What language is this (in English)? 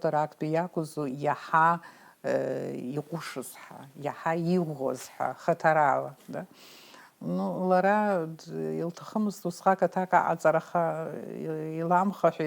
Abkhazian